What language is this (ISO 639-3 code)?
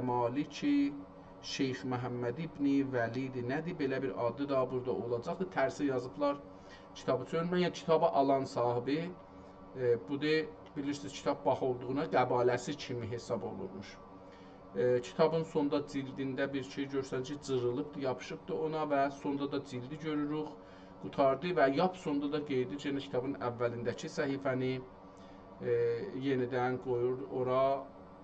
azb